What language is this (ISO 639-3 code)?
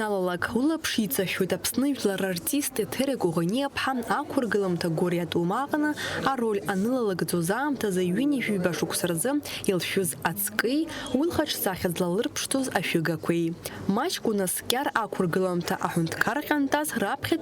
abk